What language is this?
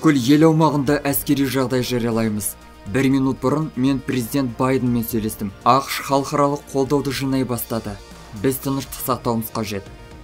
Kazakh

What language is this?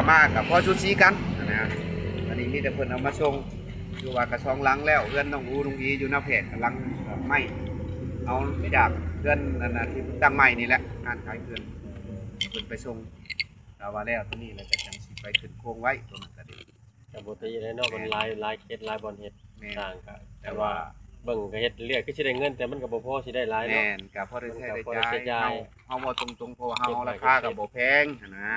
Northeastern Thai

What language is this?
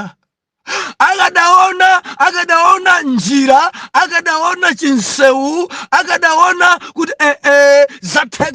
Nyanja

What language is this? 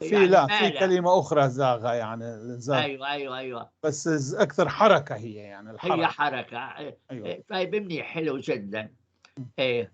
North Levantine Arabic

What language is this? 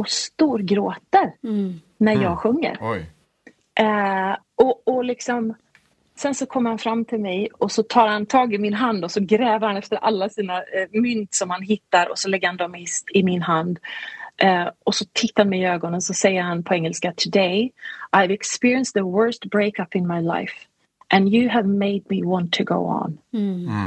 Swedish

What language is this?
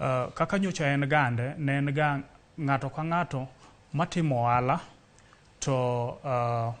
Luo (Kenya and Tanzania)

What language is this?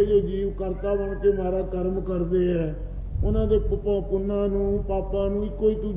Punjabi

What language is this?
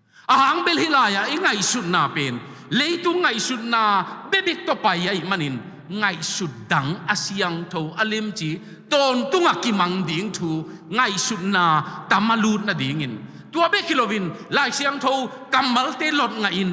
Tedim Chin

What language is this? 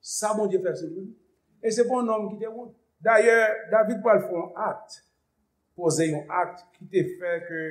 Haitian Creole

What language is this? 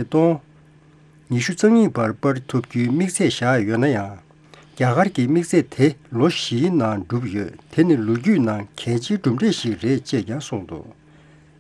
Tibetan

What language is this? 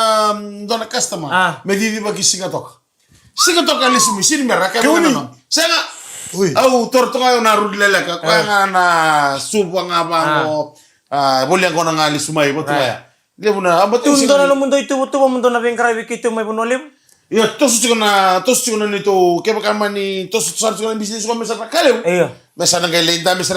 Fijian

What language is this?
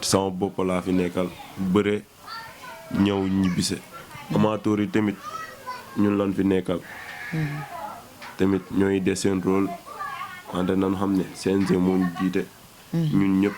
Wolof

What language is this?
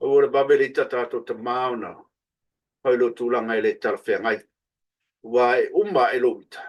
Samoan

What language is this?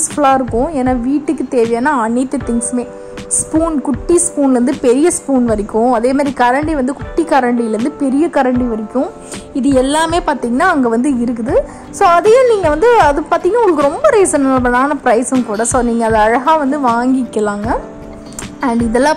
Tamil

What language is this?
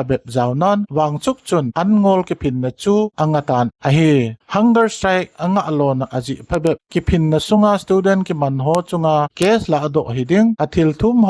Thado Chin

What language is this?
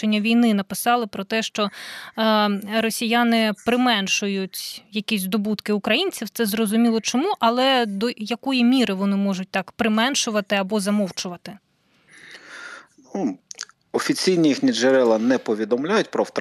Ukrainian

